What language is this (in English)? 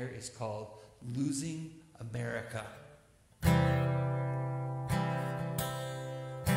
English